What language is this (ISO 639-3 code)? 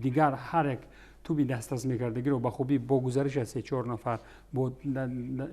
tgk